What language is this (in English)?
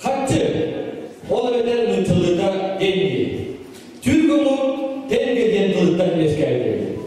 Yakut